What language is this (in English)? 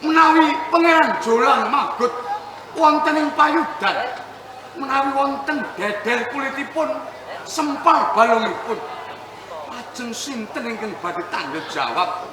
Javanese